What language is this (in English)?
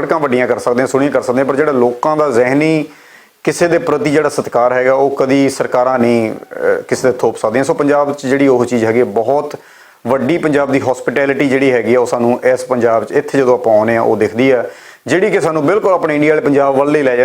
Western Panjabi